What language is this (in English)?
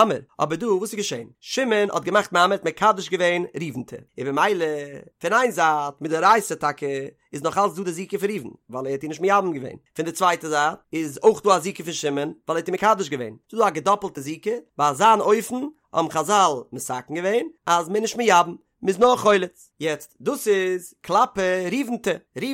Yiddish